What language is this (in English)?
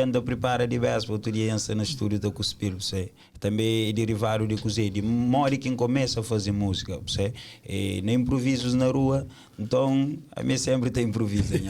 Kabuverdianu